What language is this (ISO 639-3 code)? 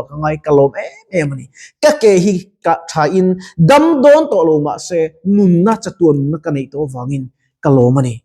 lus